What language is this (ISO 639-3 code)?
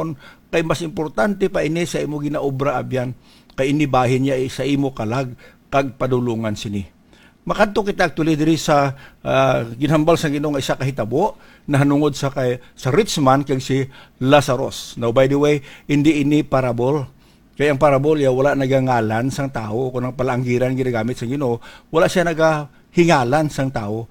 hil